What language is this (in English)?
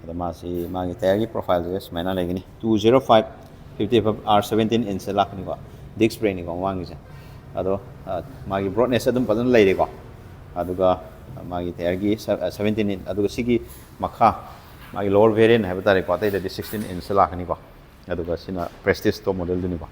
Manipuri